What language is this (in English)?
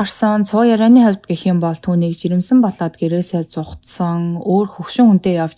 Mongolian